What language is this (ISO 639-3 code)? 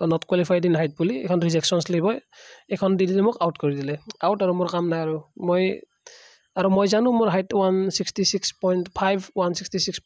asm